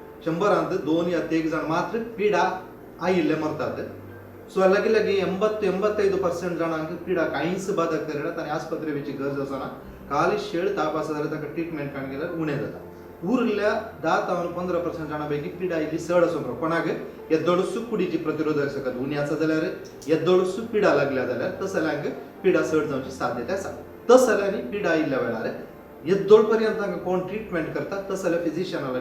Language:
Konkani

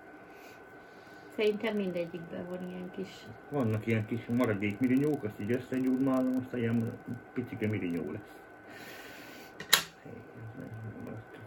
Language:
Hungarian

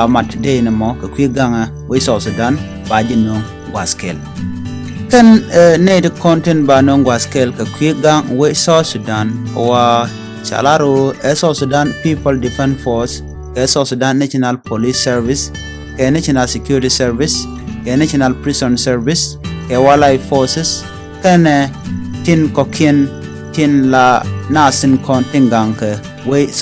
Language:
Nuer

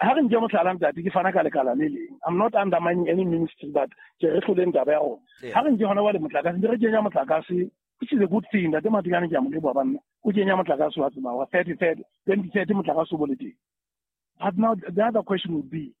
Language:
Southern Sotho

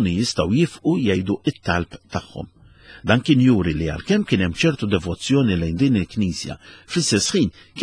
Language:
Maltese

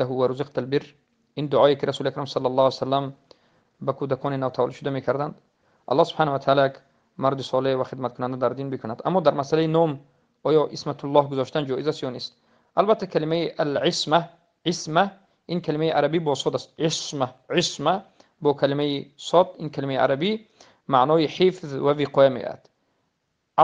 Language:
Tajik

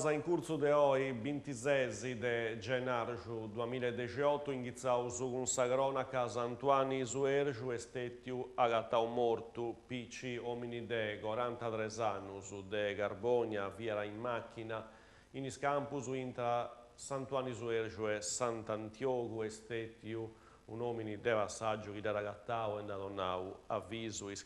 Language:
Sardinian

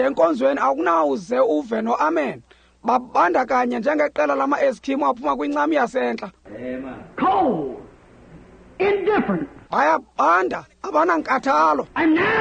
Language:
Xhosa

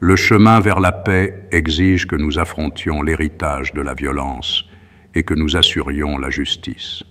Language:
French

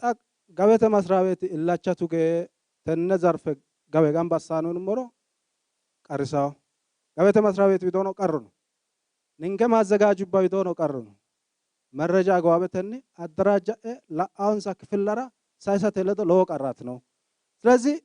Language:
Sidamo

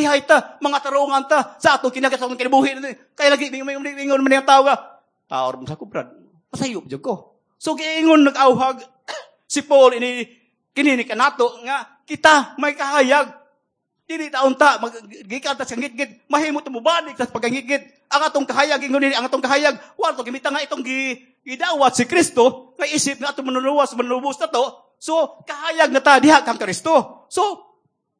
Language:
Cebuano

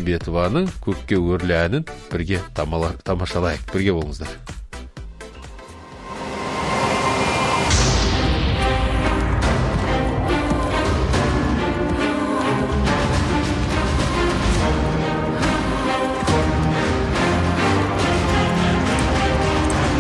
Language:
Kazakh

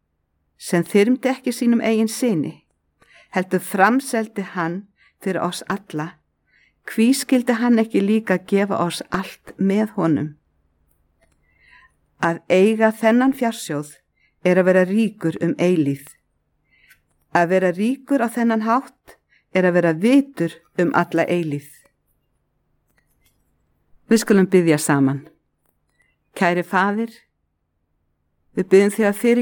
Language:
Icelandic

